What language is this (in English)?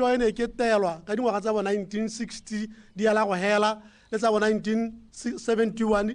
Tswana